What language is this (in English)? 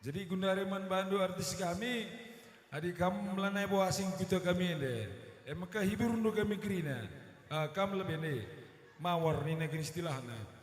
Batak Karo